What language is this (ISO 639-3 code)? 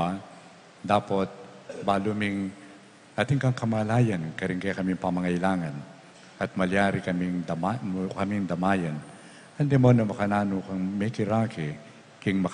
pam